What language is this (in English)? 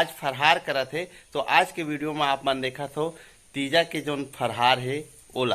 Chhattisgarhi